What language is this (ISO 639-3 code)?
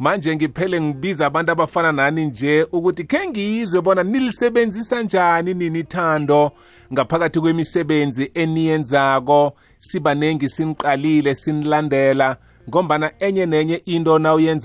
nbl